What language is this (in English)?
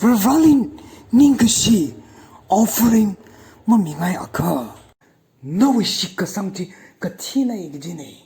Tangkhul Naga (India)